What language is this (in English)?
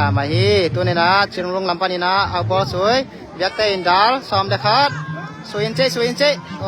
Tedim Chin